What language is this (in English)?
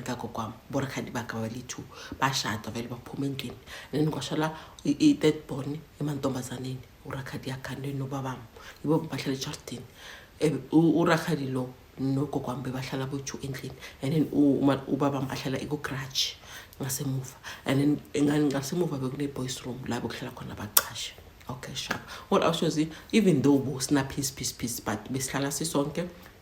Zulu